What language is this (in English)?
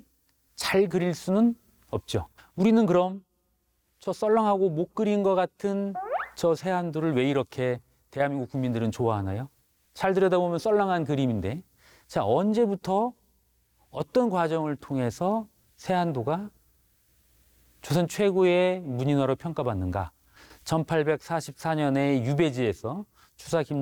Korean